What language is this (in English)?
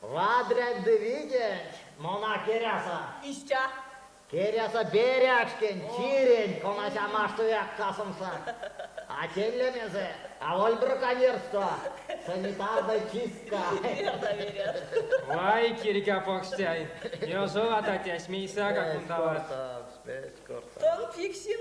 Erzya